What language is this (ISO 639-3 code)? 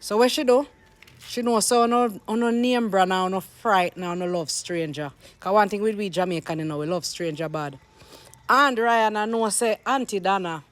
jam